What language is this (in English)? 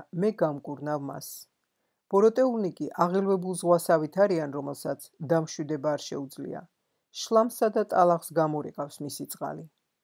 Georgian